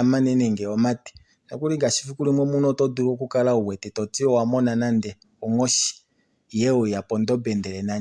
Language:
Kuanyama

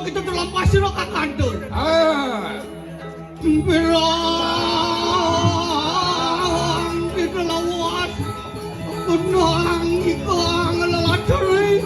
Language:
Balinese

